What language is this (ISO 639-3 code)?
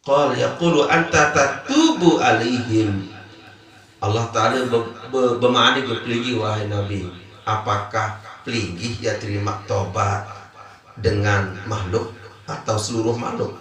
sas